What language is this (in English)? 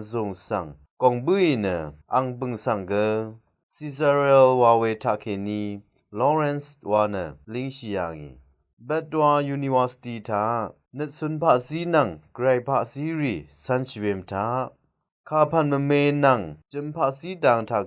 Rawang